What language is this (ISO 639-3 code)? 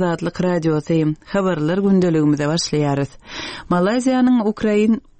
tuk